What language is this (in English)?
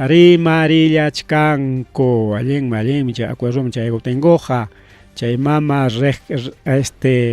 Ayacucho Quechua